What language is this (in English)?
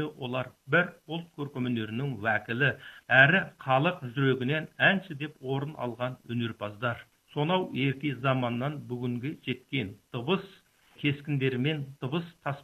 Kazakh